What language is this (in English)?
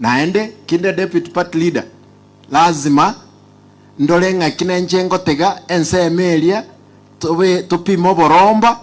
Gusii